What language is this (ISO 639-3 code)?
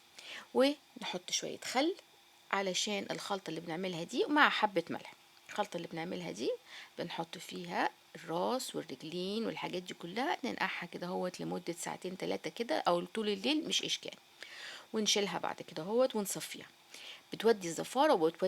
arz